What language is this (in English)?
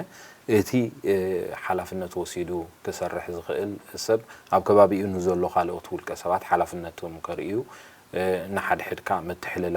Tigrinya